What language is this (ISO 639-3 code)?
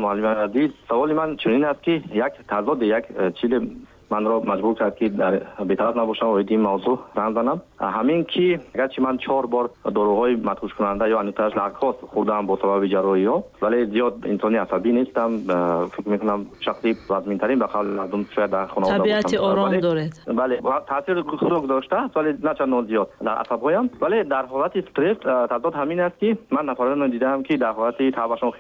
tgk